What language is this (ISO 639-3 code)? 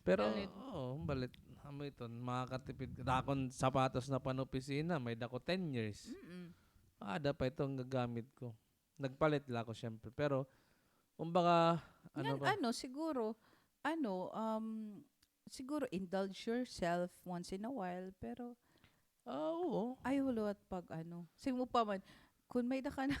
war